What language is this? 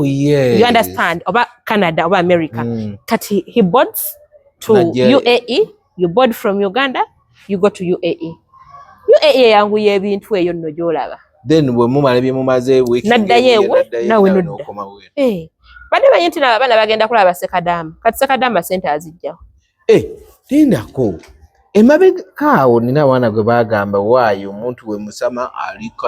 Ganda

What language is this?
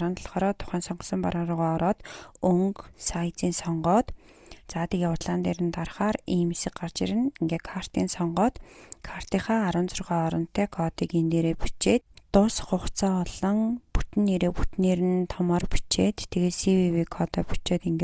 Mongolian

